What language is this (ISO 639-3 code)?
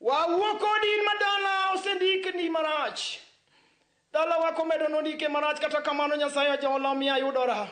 luo